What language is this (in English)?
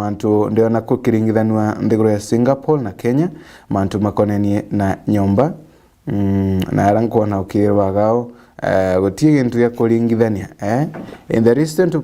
Meru